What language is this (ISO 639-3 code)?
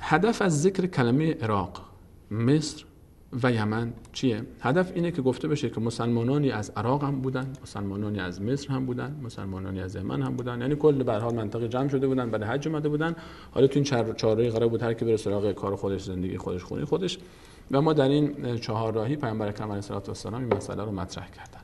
fas